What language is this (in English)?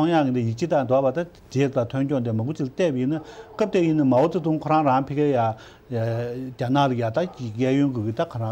Tibetan